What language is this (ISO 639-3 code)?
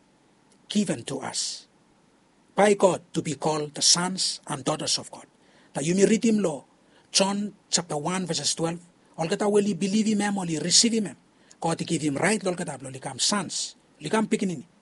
bis